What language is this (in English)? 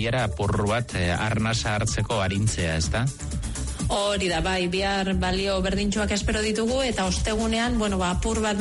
Basque